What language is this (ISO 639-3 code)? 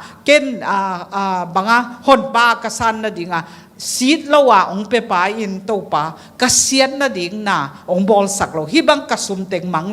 ctd